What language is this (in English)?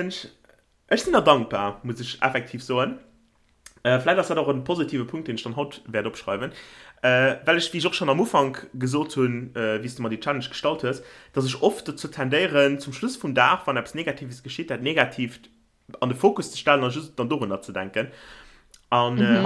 Luxembourgish